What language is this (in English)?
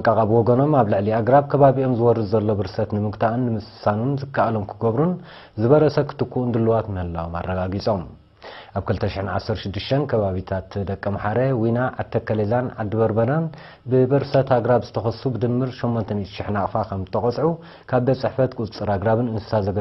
Tigrinya